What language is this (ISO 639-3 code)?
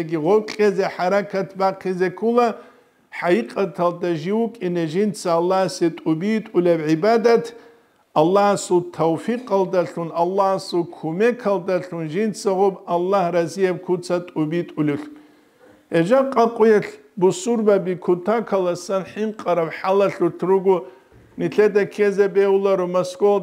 ava